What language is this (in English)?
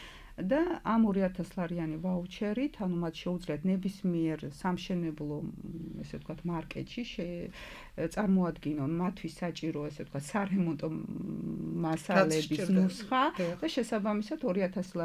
Georgian